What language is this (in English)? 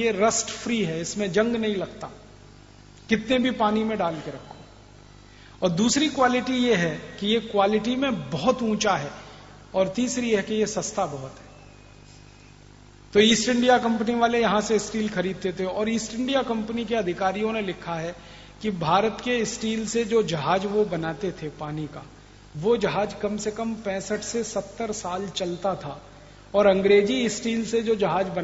Hindi